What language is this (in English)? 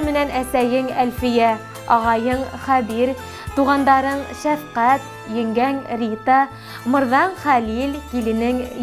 Bashkir